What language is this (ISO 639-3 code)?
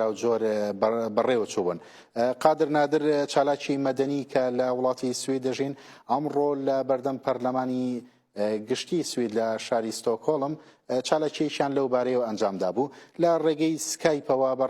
ckb